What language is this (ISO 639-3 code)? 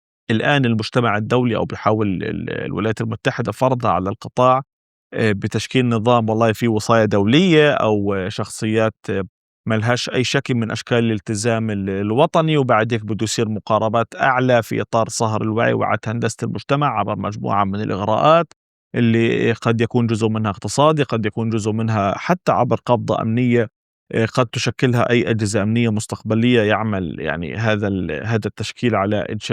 apc